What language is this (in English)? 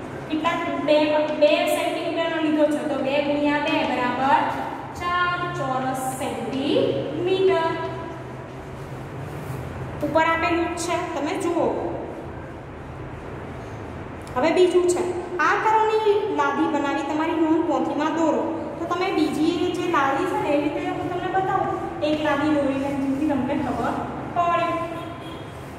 Gujarati